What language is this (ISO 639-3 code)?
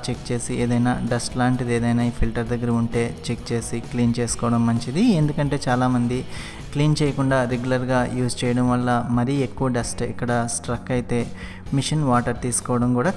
tel